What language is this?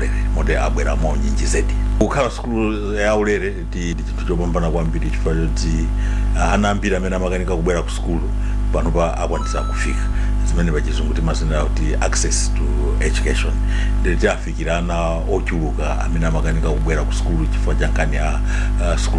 Nyanja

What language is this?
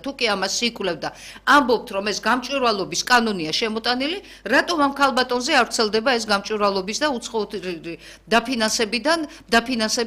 Georgian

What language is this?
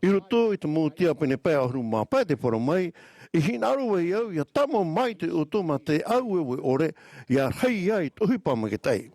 Tahitian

